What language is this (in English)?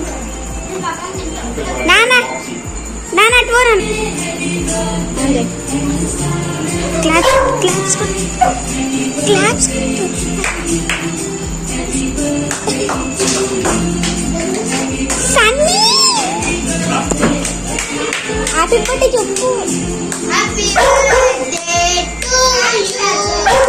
Telugu